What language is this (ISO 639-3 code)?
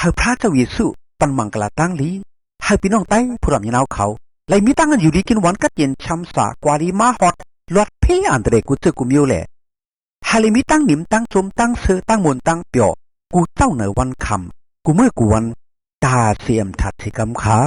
shn